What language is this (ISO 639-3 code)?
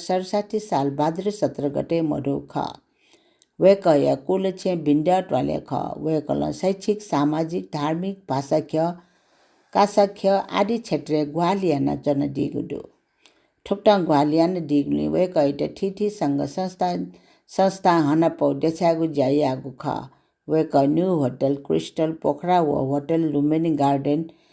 new